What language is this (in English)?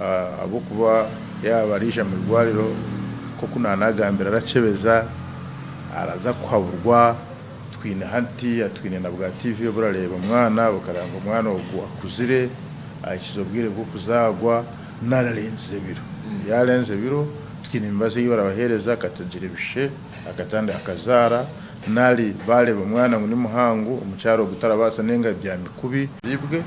Nyankole